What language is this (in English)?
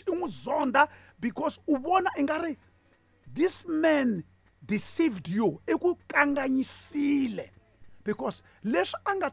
Tsonga